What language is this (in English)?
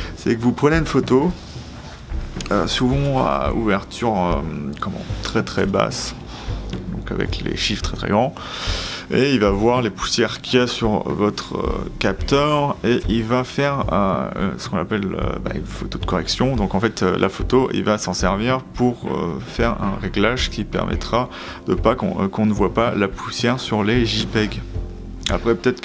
French